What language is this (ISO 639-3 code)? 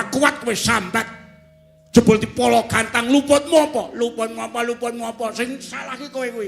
jav